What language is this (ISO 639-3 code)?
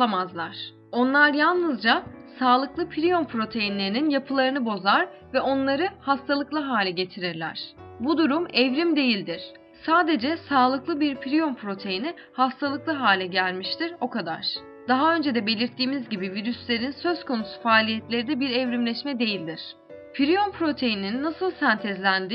tur